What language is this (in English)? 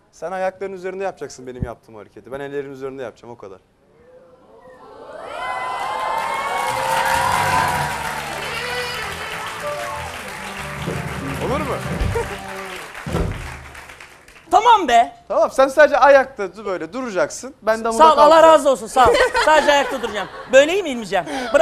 Turkish